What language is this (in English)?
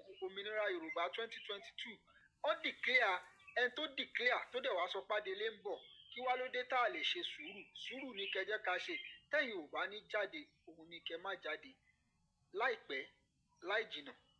Yoruba